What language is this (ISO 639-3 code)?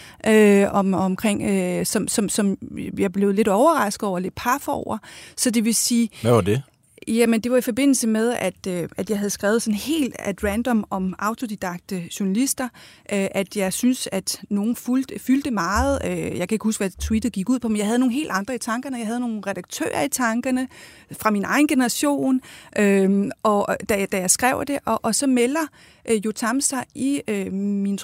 dan